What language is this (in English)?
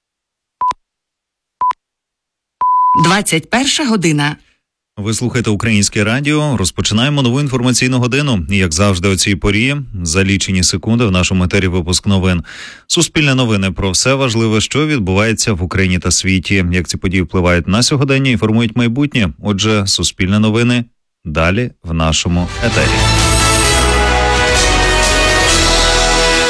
Ukrainian